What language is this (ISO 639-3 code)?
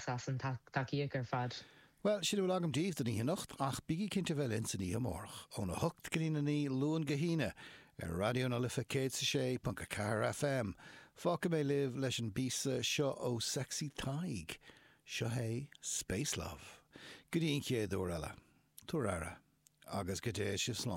gle